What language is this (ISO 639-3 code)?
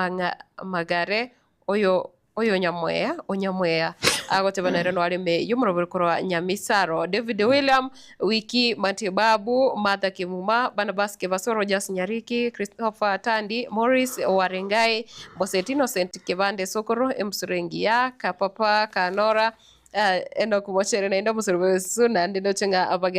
guz